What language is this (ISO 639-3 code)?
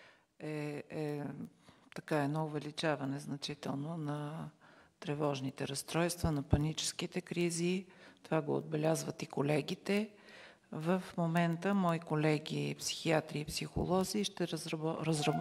bul